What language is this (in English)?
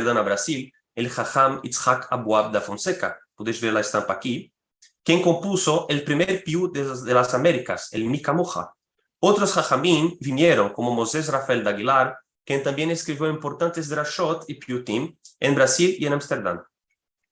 Ladino